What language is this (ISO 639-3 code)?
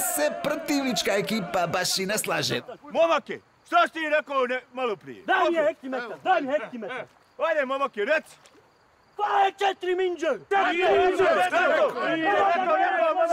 bos